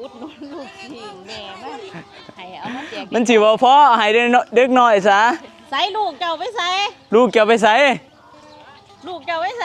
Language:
Northeastern Thai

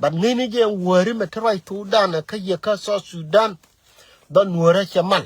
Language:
Nuer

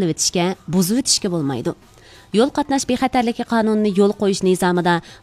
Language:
Uyghur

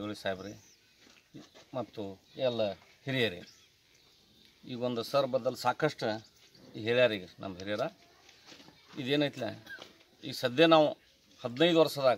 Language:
Kannada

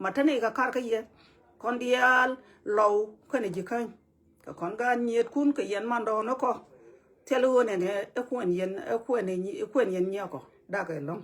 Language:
Nuer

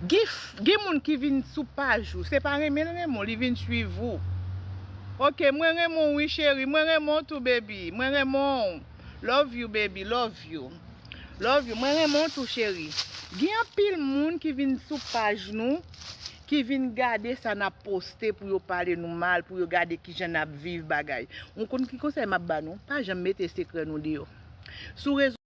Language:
Haitian Creole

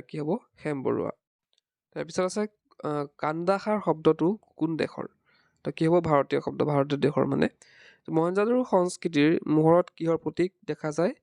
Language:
Assamese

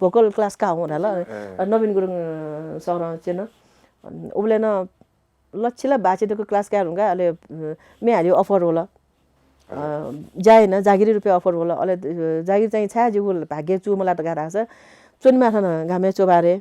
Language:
Newari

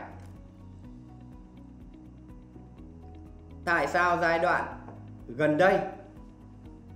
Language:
Vietnamese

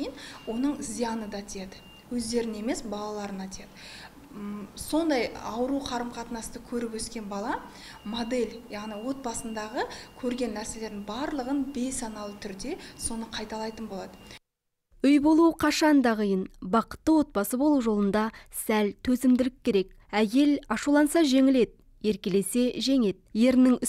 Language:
Kazakh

